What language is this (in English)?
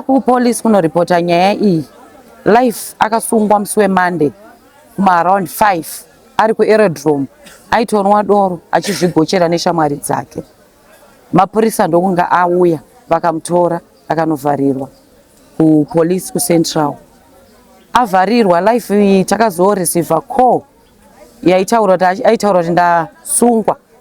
Shona